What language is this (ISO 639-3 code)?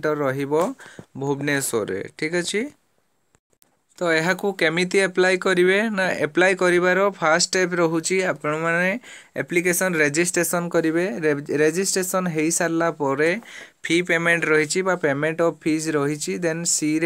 ori